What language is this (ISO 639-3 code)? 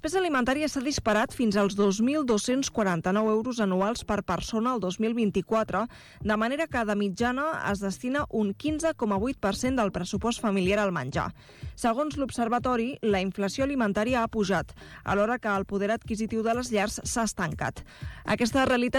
cat